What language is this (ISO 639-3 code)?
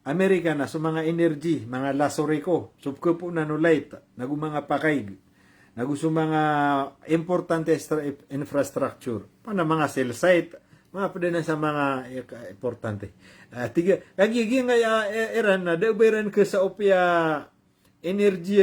mrw